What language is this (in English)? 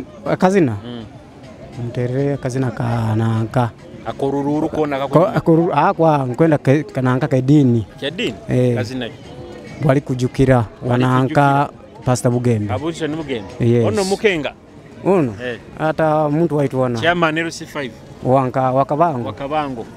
Nyoro